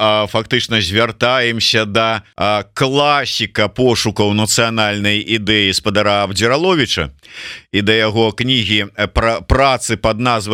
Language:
Belarusian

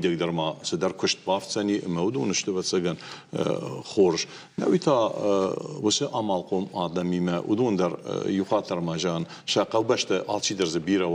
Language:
Ossetic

